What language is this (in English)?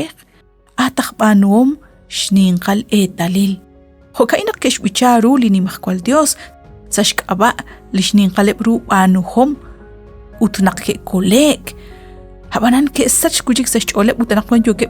Kekchí